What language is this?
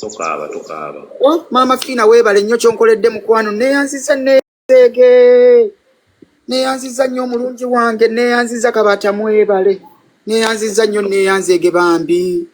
Ganda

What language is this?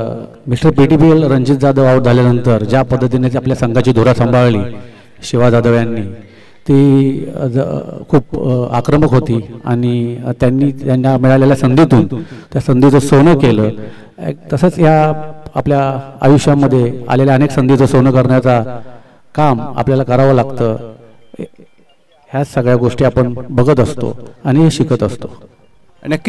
Marathi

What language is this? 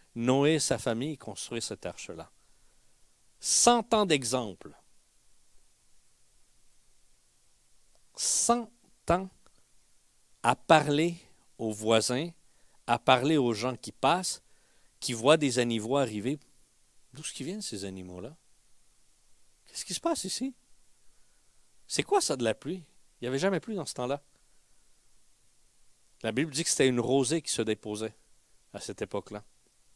French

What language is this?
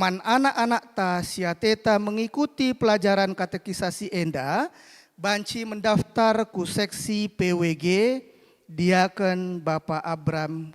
Batak Karo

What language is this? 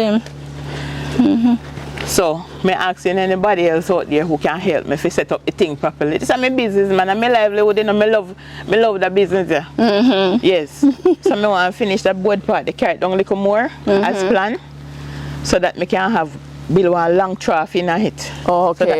Jamaican Creole English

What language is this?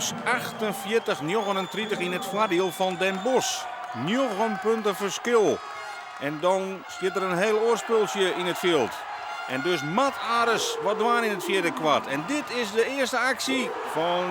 Western Frisian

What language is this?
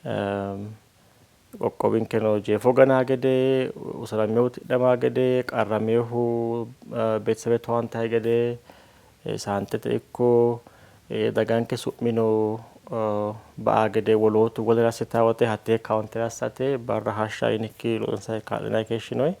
Sidamo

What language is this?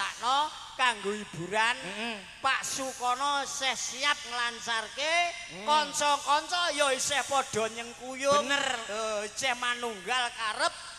Javanese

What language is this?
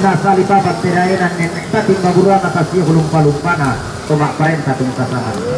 Toraja-Sa'dan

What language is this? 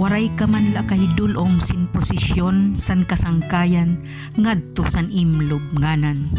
Waray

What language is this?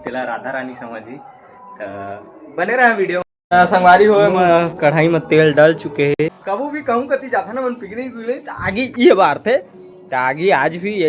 Chhattisgarhi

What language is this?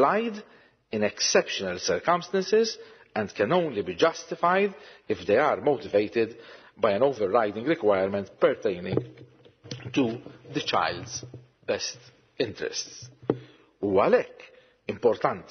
Maltese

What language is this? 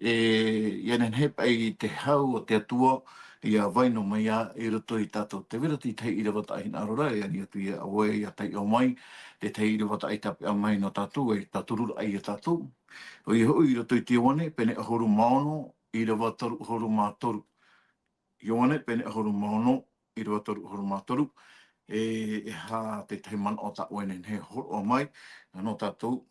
Tahitian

